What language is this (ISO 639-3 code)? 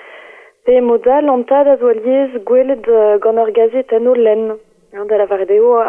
bre